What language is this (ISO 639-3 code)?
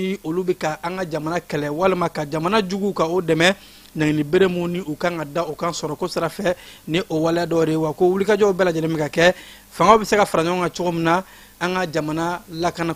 bam